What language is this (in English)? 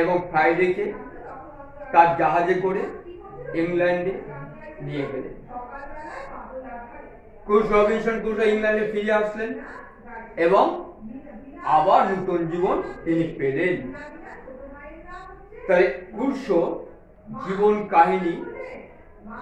Bangla